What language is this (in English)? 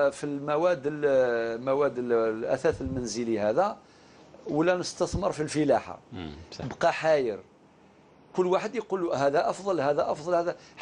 Algerian Arabic